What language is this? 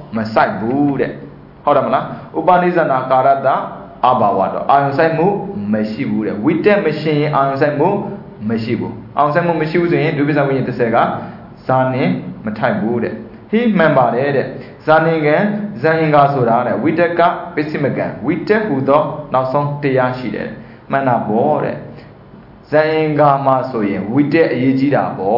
Burmese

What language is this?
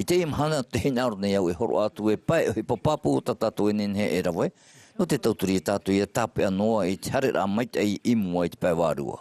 Tahitian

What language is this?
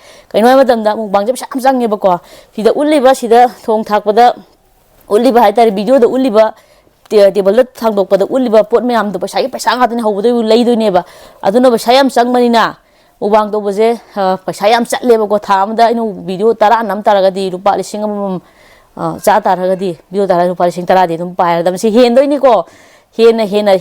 Manipuri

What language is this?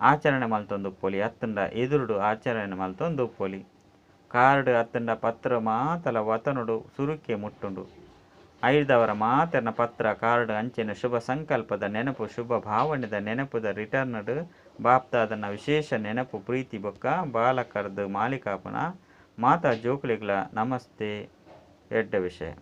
Tulu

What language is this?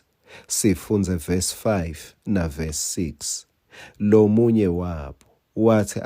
Swati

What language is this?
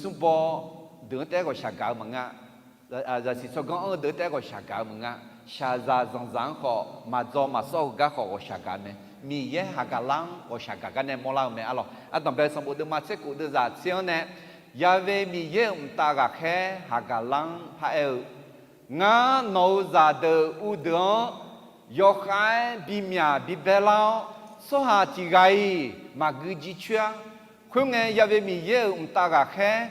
Akha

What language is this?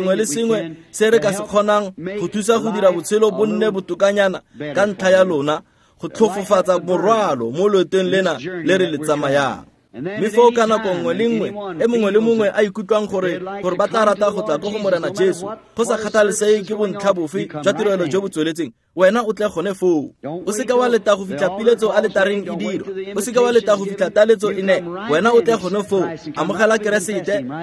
Tswana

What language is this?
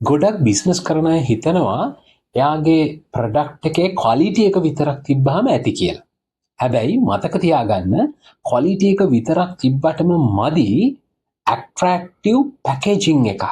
Sinhala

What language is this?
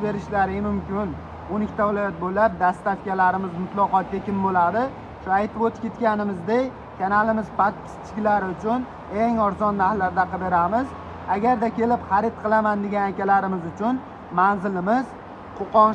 Uzbek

